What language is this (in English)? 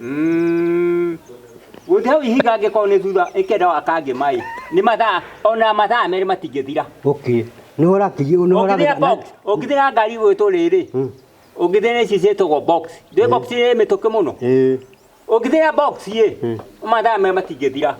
Kikuyu